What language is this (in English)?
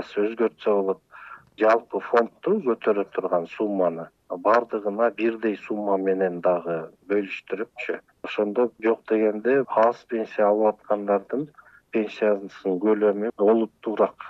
Kyrgyz